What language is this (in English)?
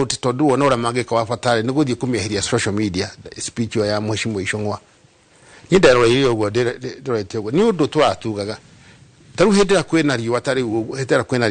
Kikuyu